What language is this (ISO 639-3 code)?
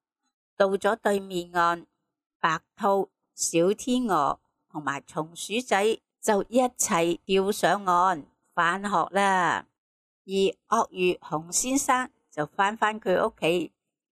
yue